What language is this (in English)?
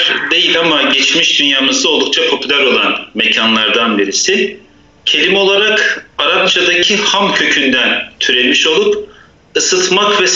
Turkish